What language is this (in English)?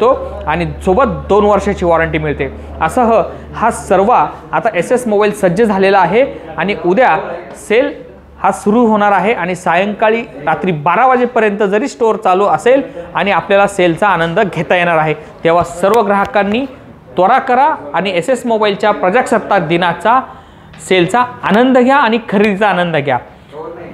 Marathi